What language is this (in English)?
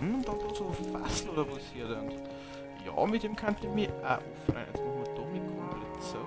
Bavarian